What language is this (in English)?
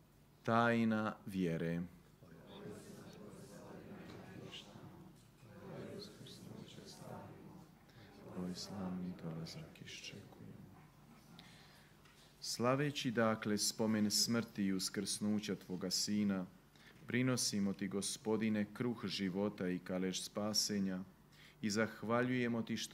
Croatian